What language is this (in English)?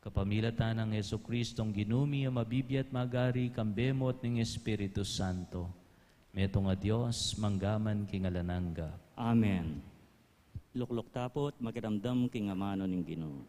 Pampanga